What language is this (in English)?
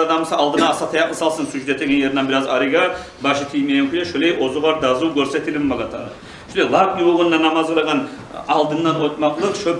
Kumyk